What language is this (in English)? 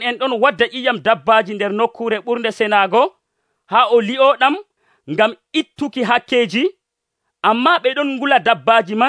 Nigerian Fulfulde